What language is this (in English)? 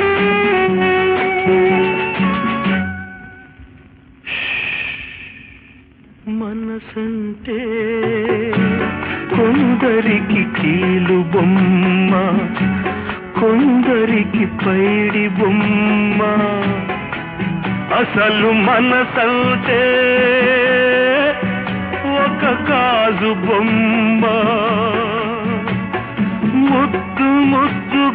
Telugu